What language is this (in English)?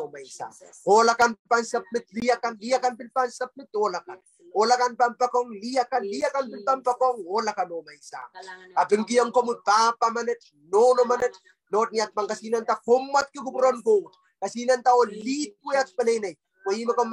Pohnpeian